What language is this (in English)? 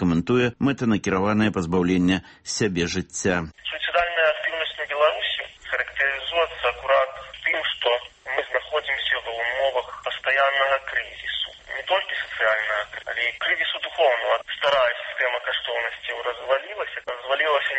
Belarusian